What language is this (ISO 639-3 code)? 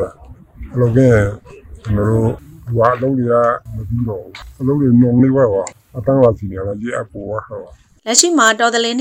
mya